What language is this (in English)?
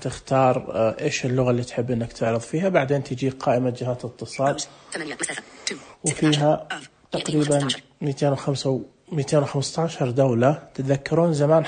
Najdi Arabic